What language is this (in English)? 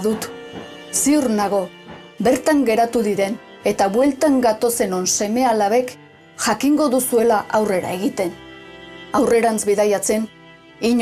Basque